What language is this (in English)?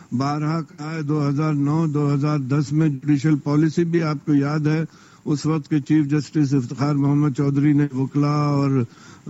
Urdu